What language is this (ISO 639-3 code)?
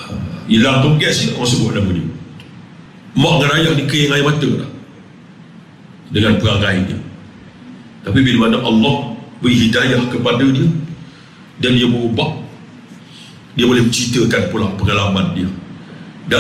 msa